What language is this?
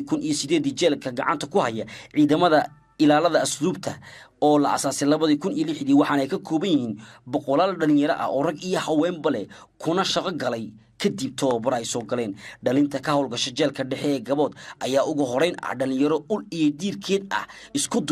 Somali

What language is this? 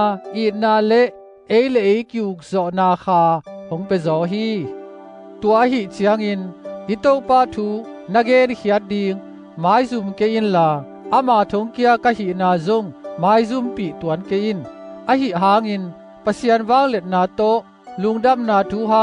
Tedim Chin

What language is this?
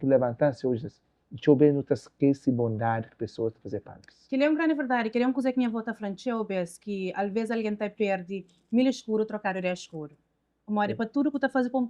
Kabuverdianu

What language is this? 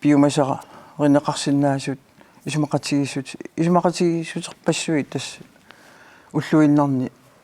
Kalaallisut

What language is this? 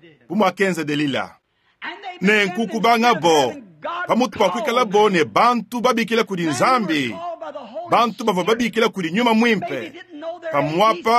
Luba-Lulua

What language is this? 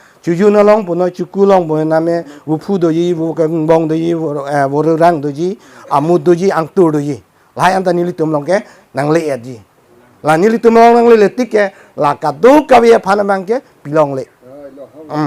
Karbi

